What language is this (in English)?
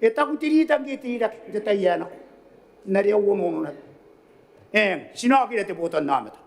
Gilbertese